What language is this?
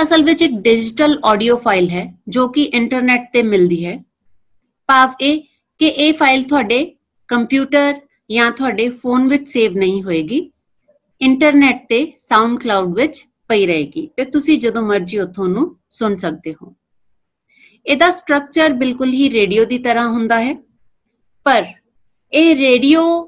Punjabi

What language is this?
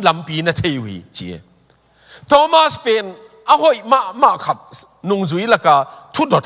Tedim Chin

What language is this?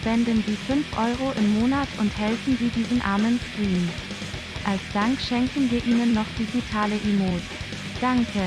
Bavarian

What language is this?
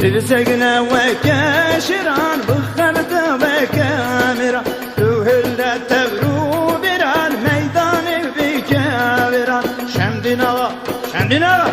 Kurdish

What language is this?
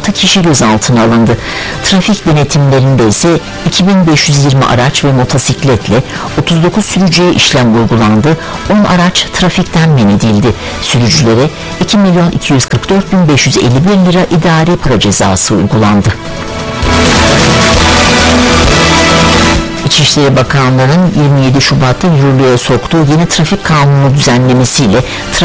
Turkish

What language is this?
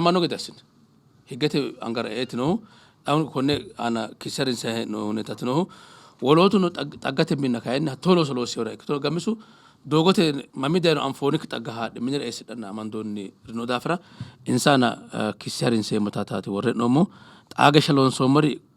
Sidamo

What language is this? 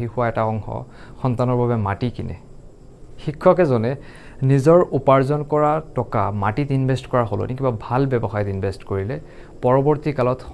Assamese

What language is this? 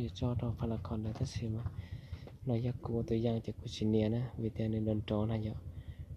Hmong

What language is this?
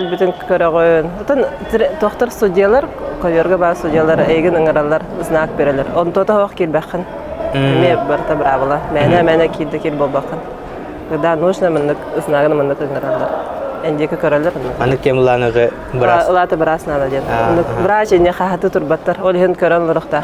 Yakut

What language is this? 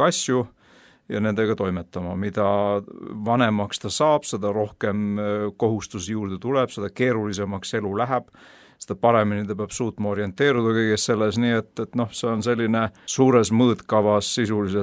Estonian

